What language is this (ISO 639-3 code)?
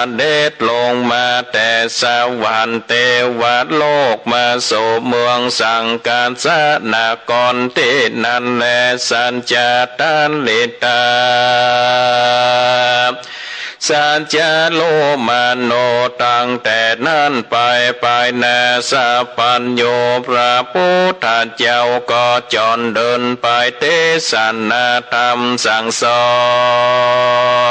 tha